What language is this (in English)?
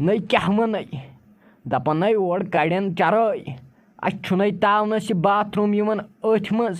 Kashmiri